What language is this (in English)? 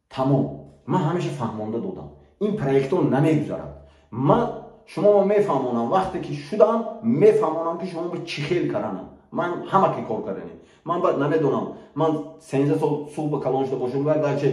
Tajik